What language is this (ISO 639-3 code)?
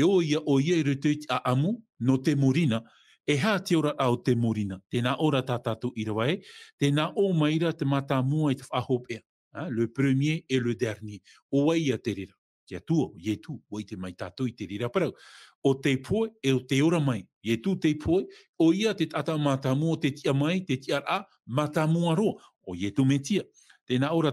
tah